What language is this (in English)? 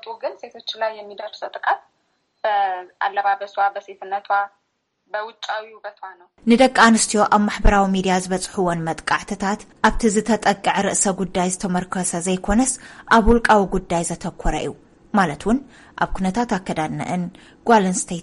Tigrinya